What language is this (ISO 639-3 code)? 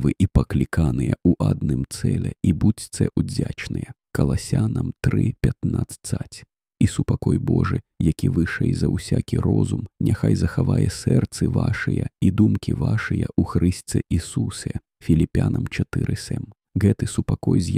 bel